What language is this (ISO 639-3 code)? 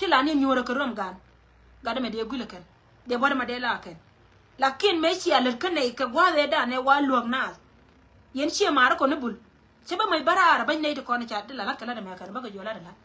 nus